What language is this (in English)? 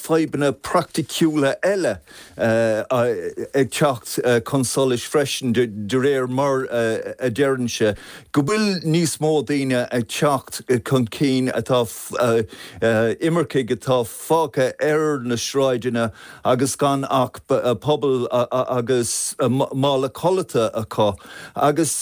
Irish